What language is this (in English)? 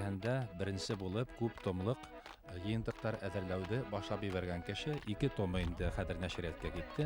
Bashkir